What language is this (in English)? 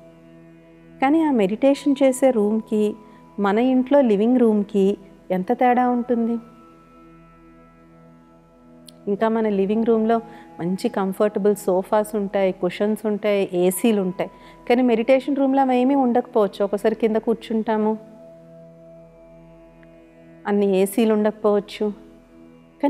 Telugu